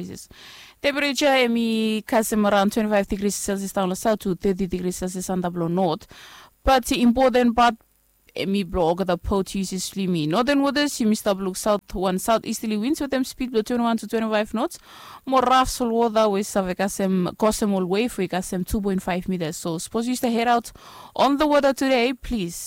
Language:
Bislama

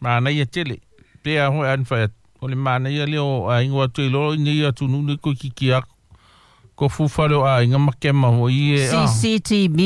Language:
Samoan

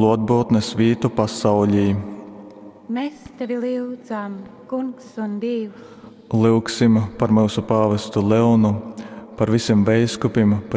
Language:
Latgalian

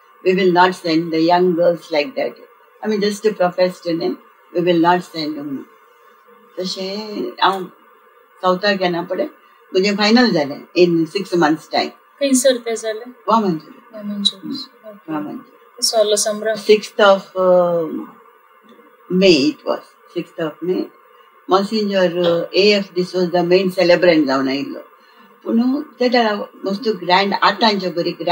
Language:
Konkani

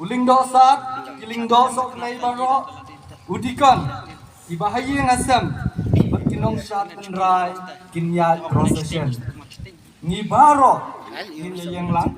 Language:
Khasi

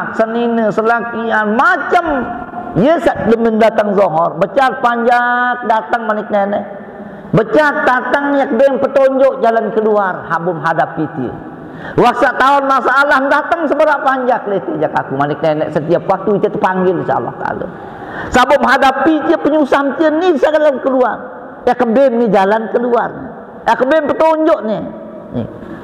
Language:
Sasak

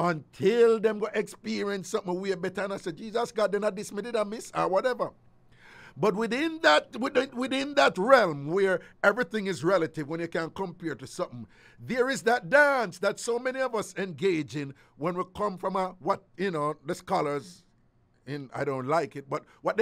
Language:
Jamaican Creole English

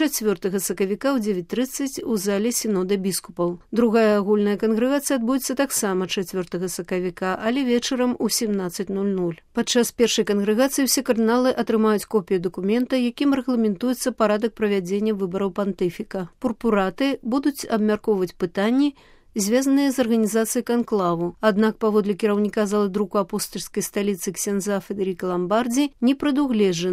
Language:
Belarusian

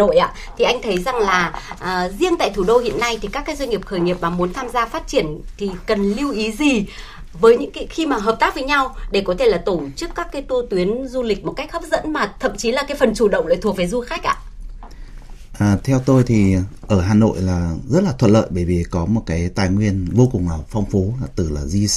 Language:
Vietnamese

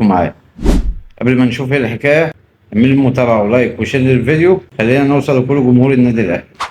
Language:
Egyptian Arabic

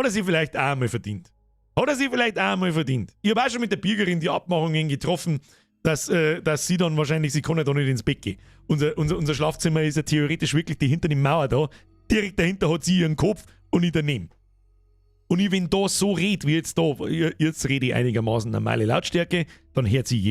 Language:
Bavarian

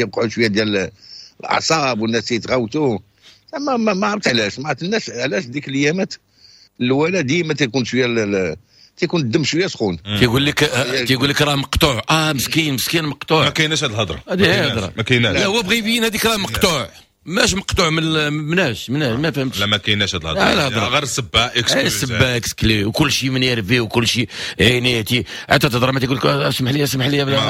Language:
Moroccan Arabic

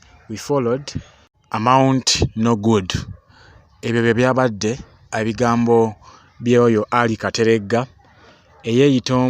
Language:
Ganda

